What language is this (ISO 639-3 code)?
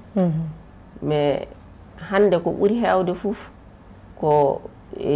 ful